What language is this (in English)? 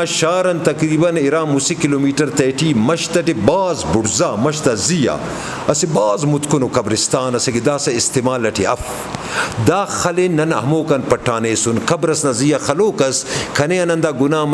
Brahui